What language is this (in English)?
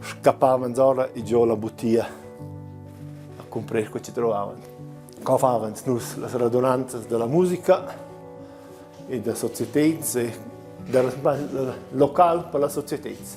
Romansh